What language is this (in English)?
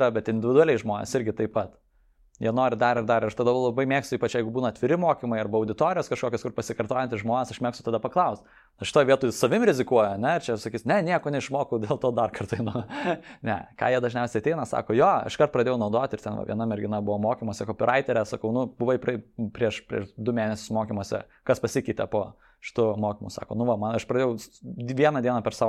Lithuanian